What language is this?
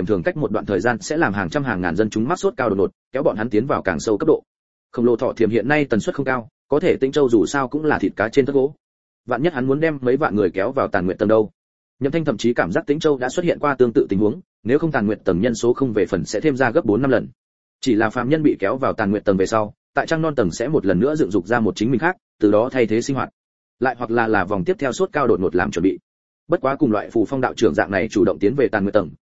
Vietnamese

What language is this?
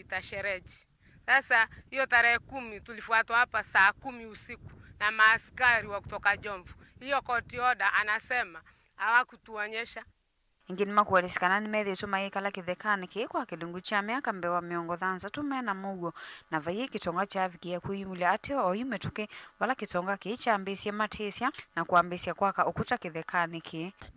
Kamba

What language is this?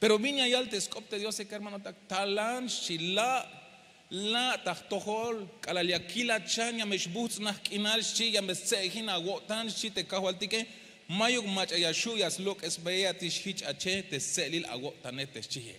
Tzeltal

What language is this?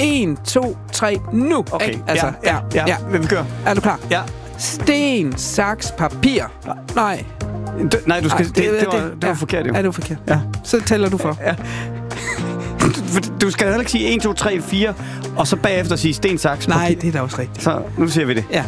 Danish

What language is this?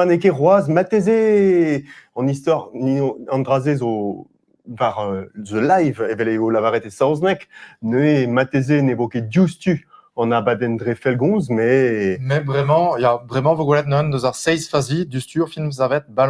Breton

